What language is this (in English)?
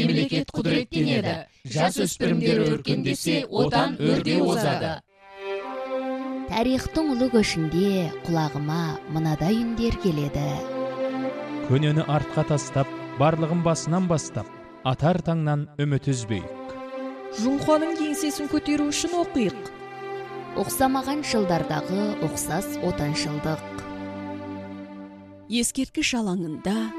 Kazakh